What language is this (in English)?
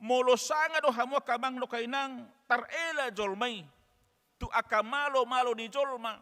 Batak Toba